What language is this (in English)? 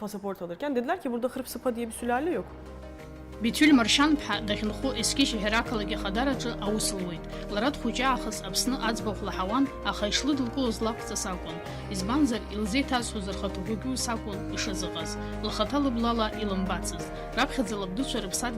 Abkhazian